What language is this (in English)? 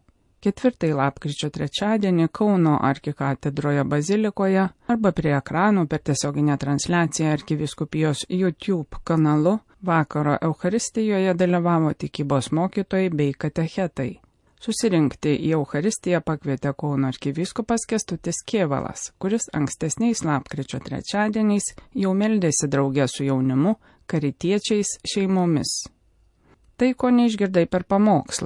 Lithuanian